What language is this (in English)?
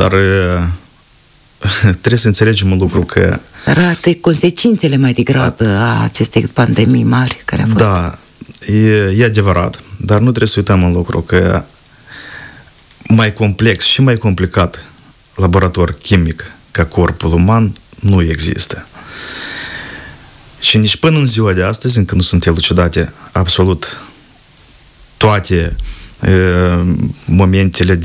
Romanian